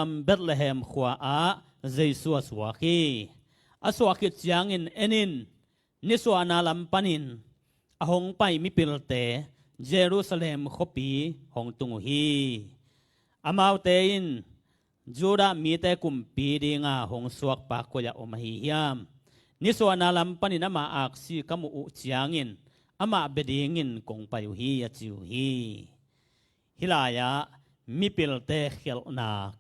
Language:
Tedim Chin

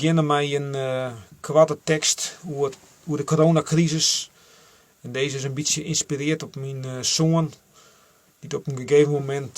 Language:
Western Frisian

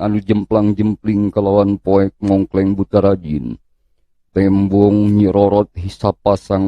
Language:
Sundanese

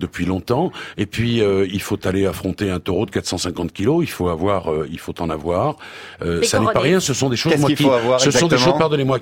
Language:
French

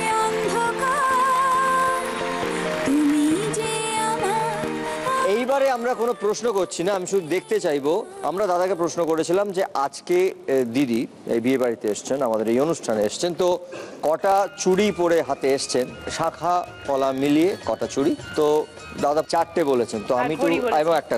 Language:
Bangla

